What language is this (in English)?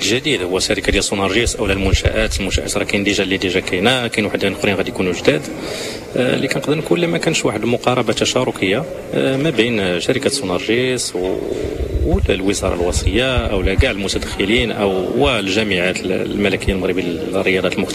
Moroccan Arabic